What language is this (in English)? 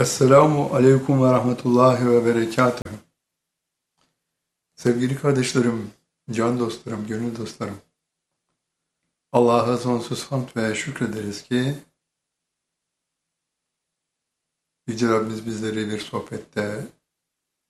Turkish